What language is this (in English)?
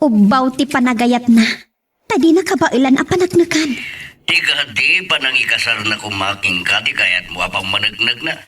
Iloko